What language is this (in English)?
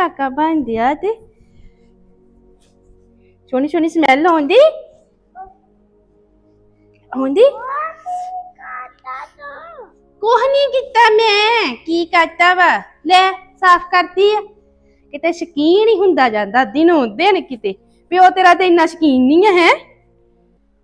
Punjabi